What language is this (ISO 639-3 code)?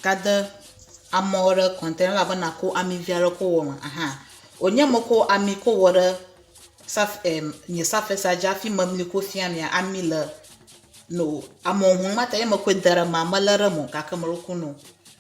ewe